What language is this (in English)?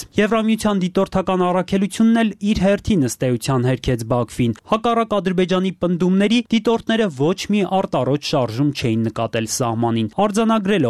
Armenian